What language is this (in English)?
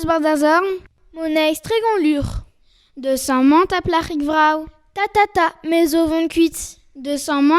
Breton